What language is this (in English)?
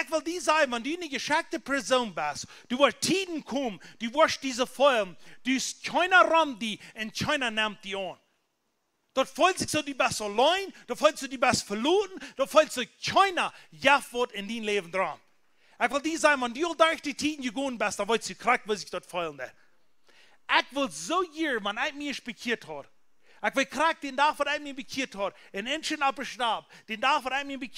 Plautdietsch